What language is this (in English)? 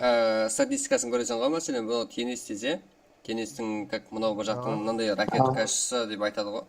Kara-Kalpak